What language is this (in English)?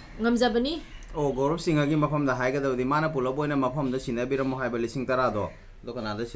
Manipuri